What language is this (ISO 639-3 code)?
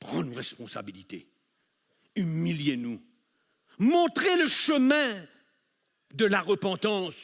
mfe